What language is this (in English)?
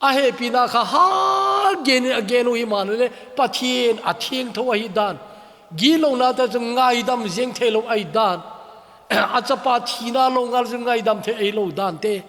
Thado Chin